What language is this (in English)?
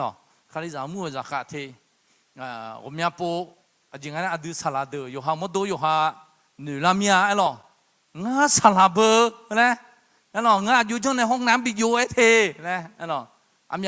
Akha